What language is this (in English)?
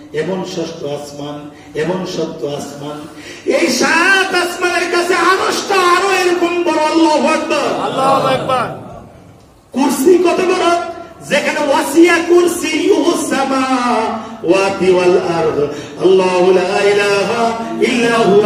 Bangla